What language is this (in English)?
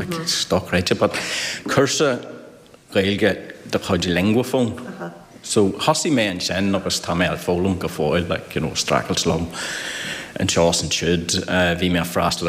Irish